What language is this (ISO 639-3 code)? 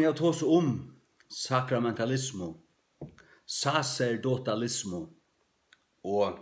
fao